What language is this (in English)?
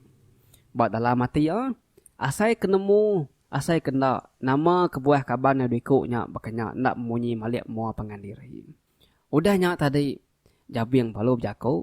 Iban